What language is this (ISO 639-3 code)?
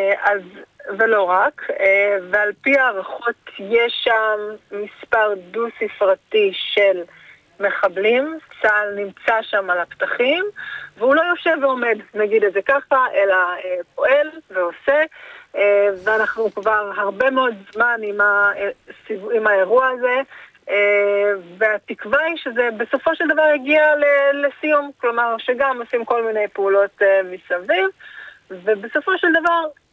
heb